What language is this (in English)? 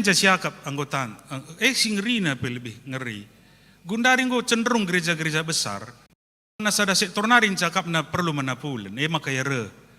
Batak Karo